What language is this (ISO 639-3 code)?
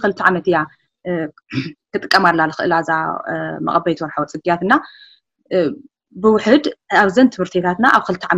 tir